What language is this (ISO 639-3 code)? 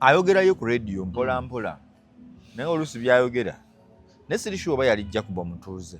lug